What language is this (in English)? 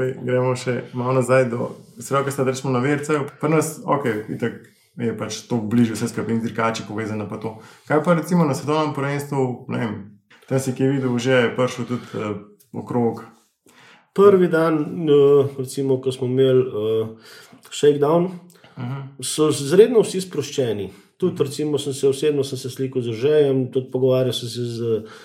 Slovenian